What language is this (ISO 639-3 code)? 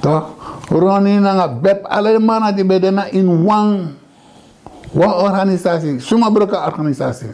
srn